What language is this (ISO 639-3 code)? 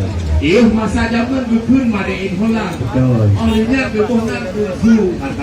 ace